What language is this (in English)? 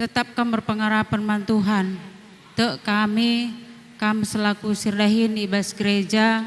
Batak Karo